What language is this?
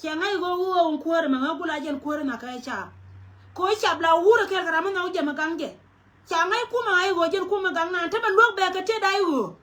Nuer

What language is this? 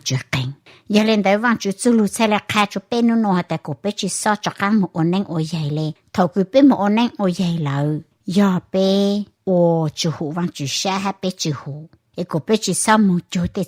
Hmong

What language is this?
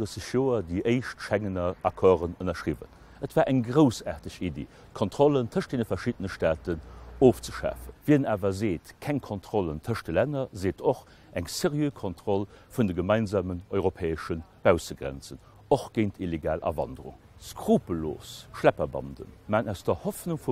Luxembourgish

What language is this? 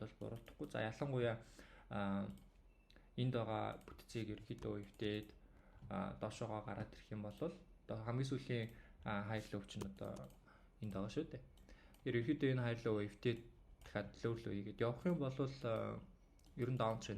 Mongolian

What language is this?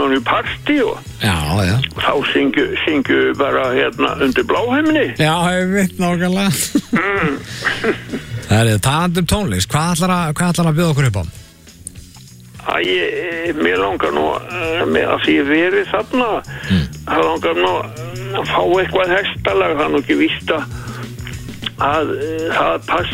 Icelandic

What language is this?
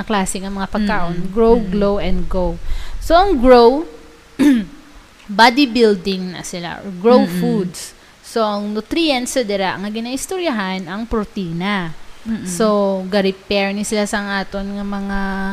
Hiligaynon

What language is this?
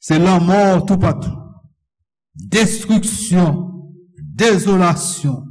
Haitian Creole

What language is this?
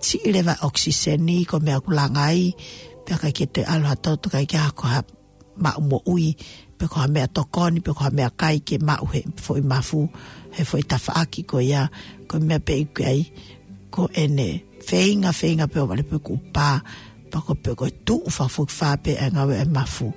Tongan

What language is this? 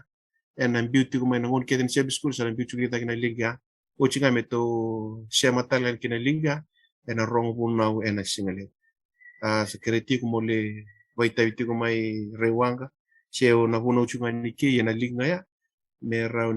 Fijian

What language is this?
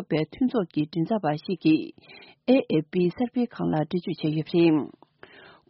Tibetan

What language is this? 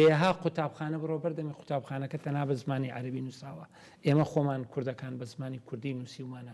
Central Kurdish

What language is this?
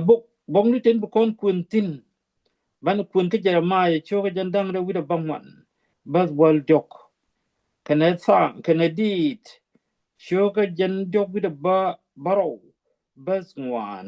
Nuer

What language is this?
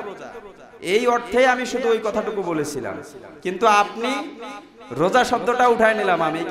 Bangla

